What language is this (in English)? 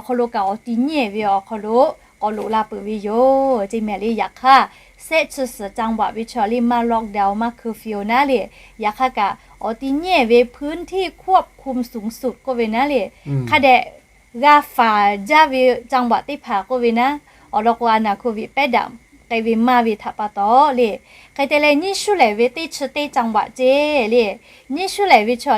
Lahu